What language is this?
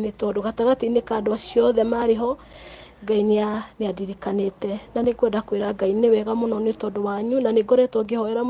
Kikuyu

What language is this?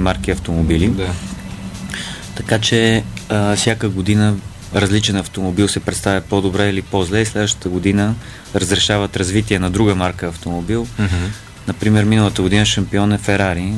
Bulgarian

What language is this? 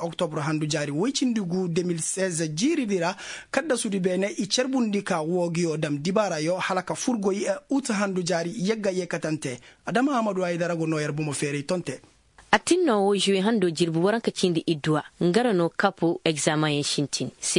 Koyraboro Senni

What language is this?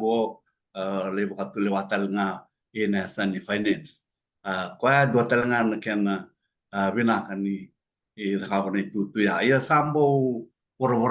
Fijian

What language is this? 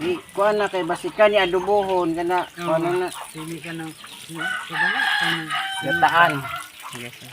Cebuano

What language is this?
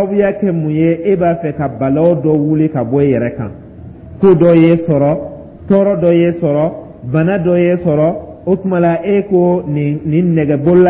Dyula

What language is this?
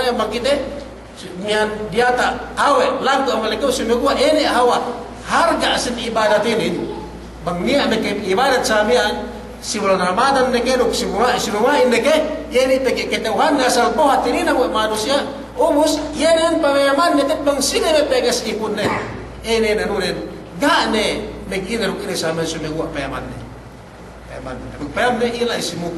Yakan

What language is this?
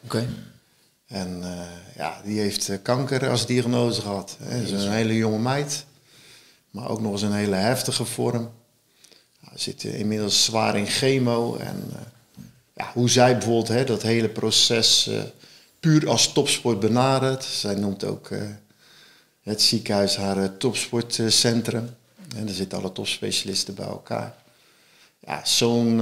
Dutch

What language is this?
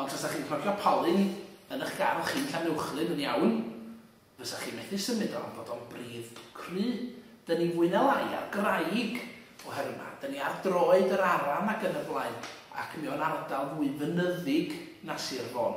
Welsh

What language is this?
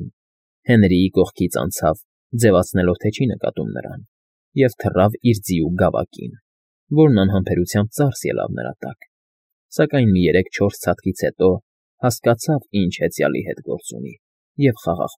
Armenian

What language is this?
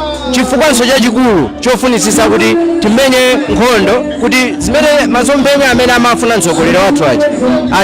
Nyanja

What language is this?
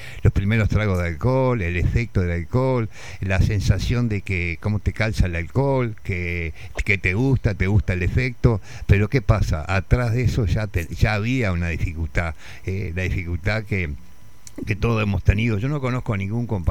Spanish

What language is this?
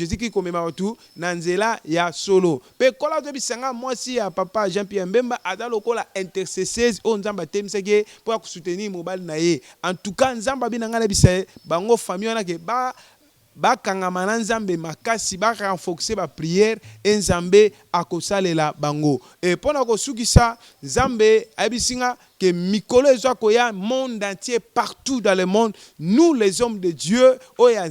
Lingala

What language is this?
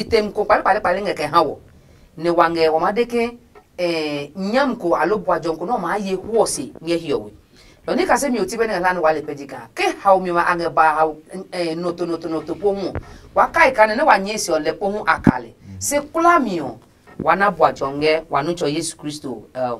Adangme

